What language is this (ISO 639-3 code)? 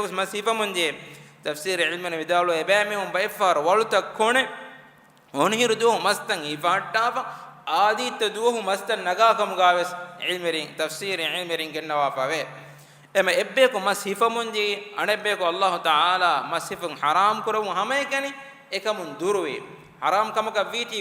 div